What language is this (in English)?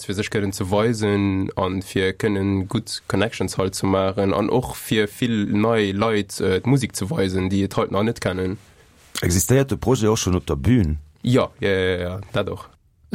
Luxembourgish